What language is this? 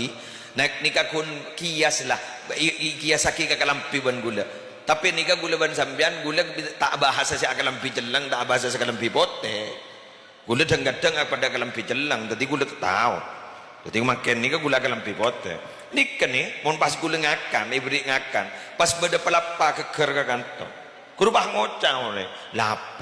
Madurese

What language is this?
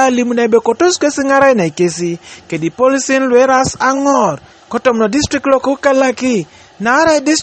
Teso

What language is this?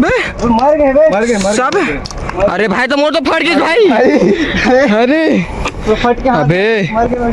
Chhattisgarhi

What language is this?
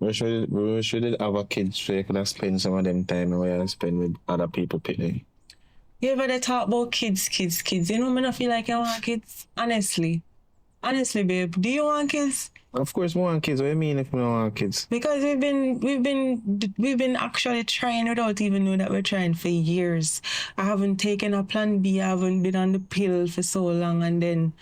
Jamaican Creole English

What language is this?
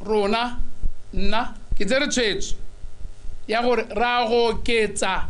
Tswana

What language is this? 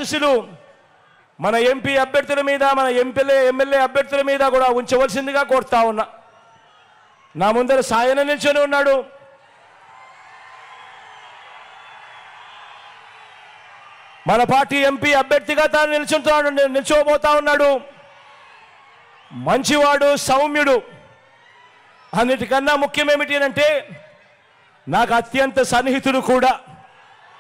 Telugu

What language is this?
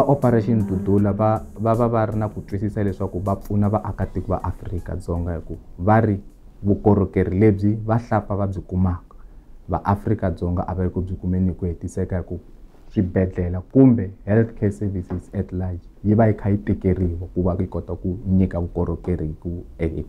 Tsonga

